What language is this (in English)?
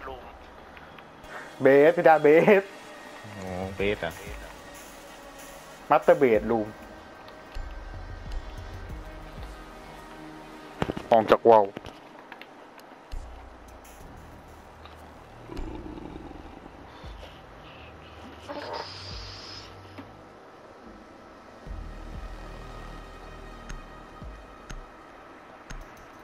Thai